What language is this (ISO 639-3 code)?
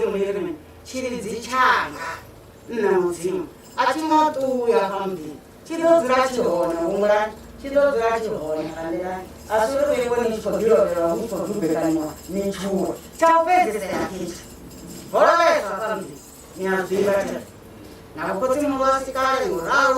ven